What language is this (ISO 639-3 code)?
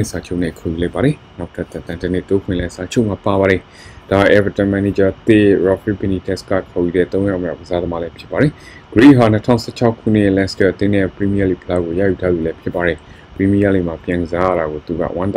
mya